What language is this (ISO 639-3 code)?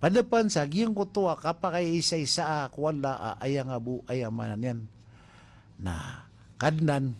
mrw